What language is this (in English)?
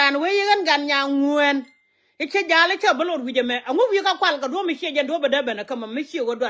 Nuer